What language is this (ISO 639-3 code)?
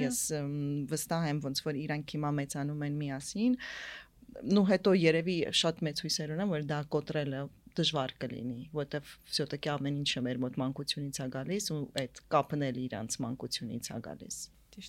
hye